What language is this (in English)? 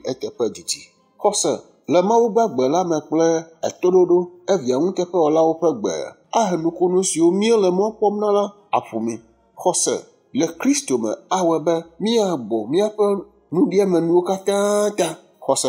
Ewe